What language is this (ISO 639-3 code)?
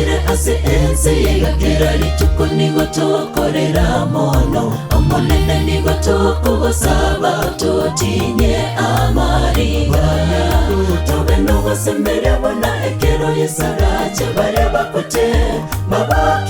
guz